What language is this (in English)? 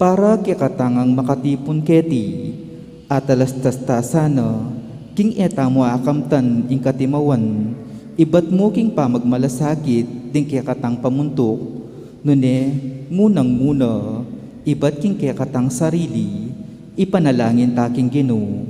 Pampanga